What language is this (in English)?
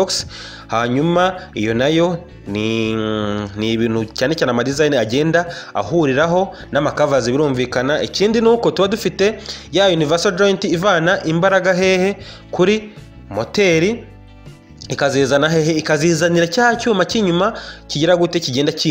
Kinyarwanda